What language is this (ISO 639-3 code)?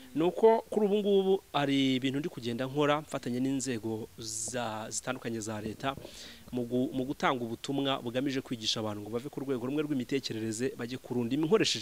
kin